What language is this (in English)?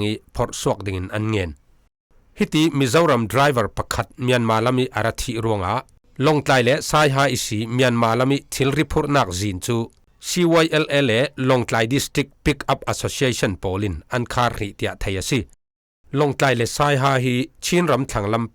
Falam Chin